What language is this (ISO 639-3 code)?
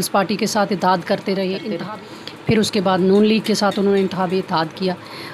urd